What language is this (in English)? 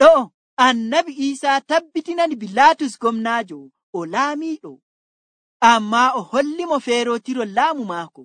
Nigerian Fulfulde